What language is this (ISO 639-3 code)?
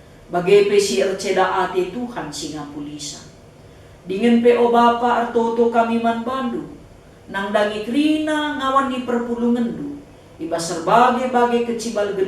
btx